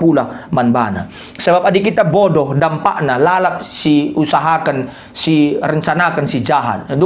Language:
Batak Karo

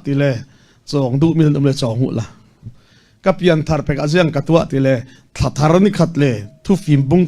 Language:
Falam Chin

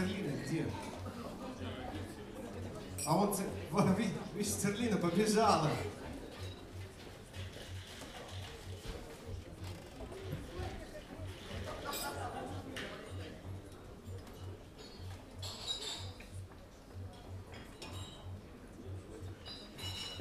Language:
Russian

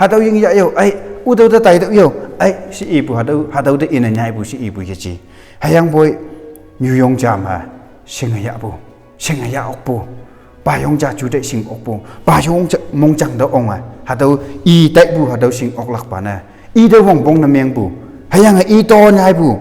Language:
Konyak Naga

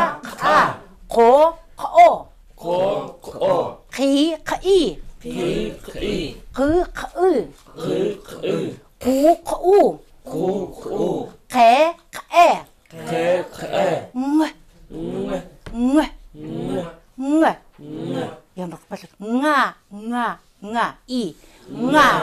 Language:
Chukot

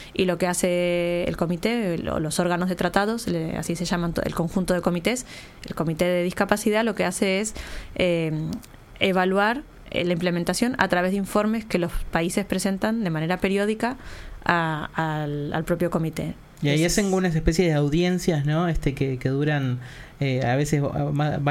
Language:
Spanish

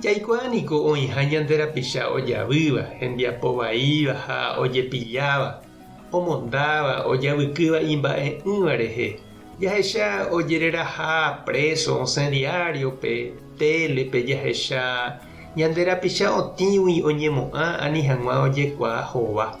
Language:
Guarani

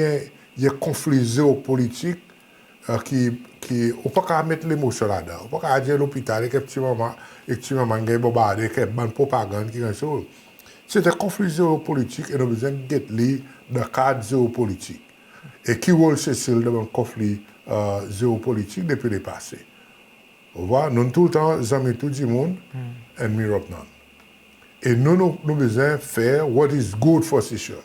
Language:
Seselwa Creole French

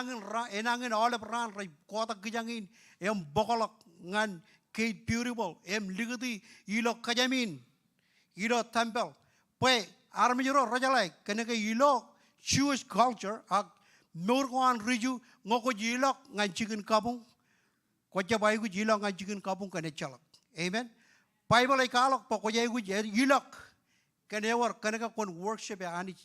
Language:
Marshallese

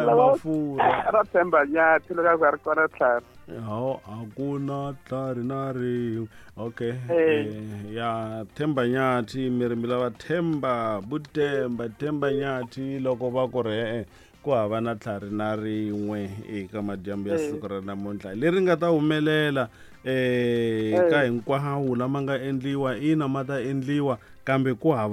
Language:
Tsonga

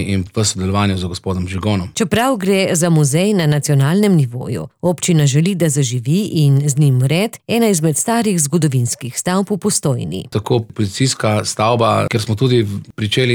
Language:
Slovenian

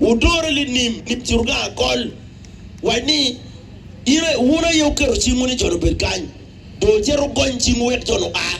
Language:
Acoli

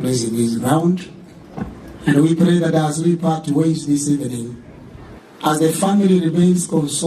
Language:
Gusii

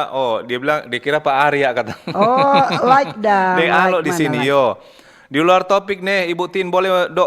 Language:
Manado Malay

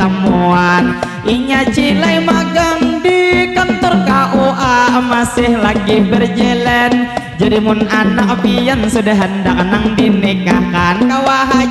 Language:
Banjar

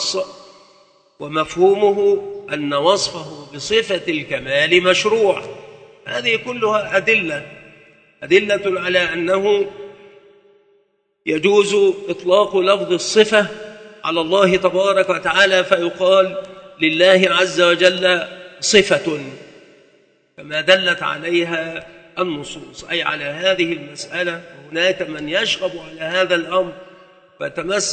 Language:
Arabic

